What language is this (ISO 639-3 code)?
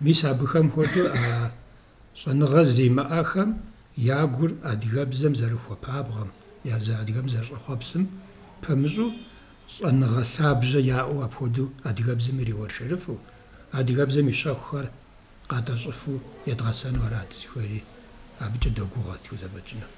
kbd